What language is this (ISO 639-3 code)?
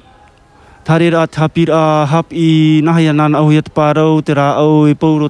tah